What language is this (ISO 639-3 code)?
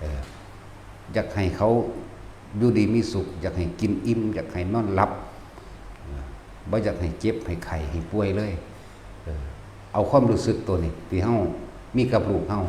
tts